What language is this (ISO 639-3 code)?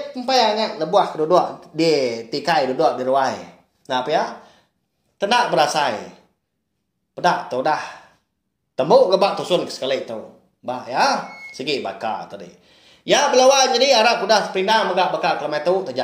iba